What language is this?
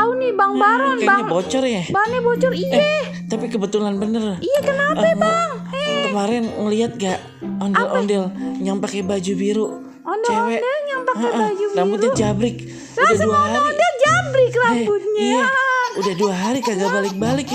Betawi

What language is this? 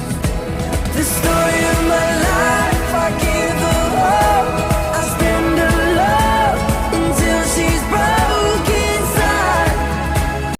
Cebuano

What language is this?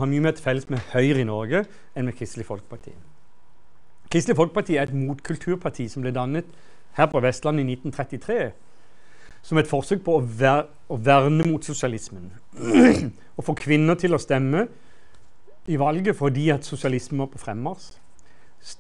Norwegian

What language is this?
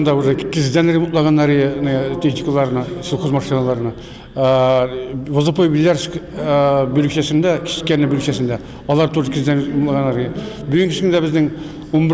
Tatar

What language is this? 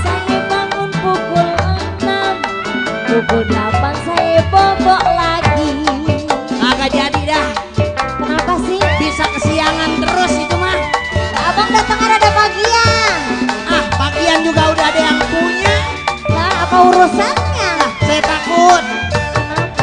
Betawi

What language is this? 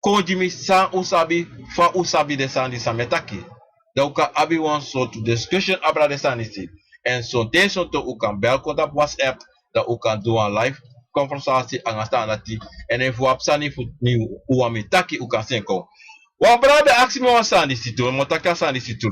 Sranan Tongo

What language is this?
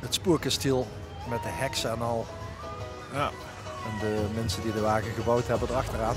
Limburgish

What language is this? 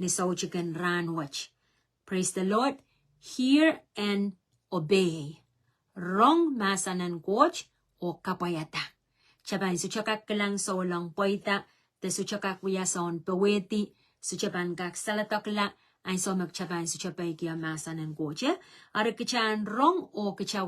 Pohnpeian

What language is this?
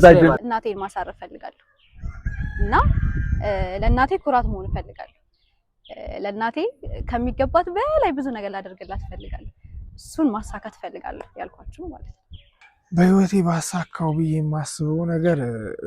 Amharic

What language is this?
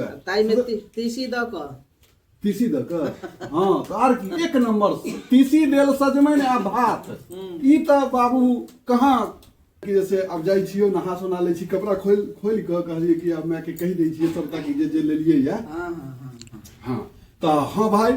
Maithili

